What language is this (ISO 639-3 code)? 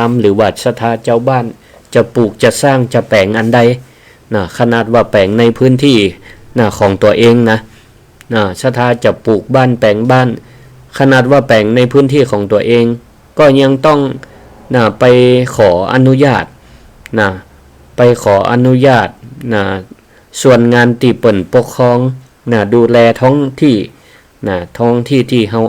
nod